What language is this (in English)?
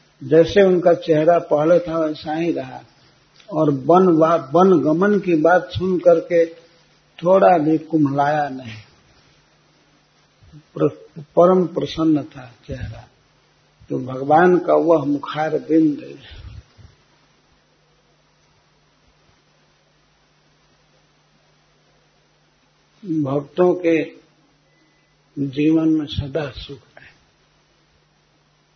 Hindi